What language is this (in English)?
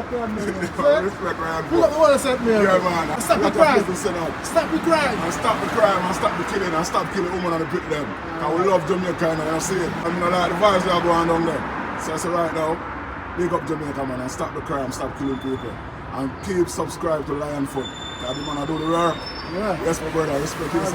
Jamaican Creole English